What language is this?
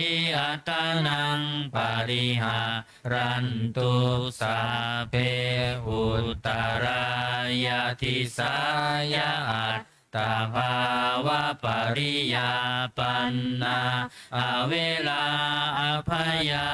Pali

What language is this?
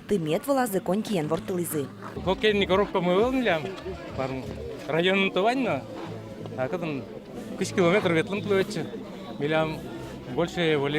Udmurt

